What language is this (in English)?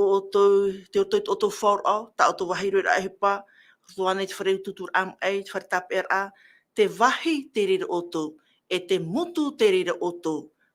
Tahitian